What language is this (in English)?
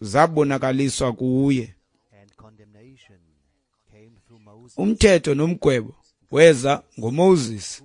Xhosa